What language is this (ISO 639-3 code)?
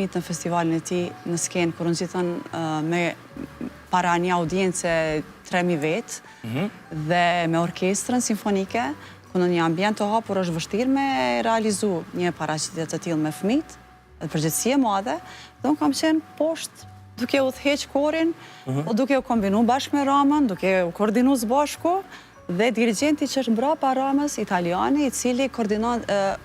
sqi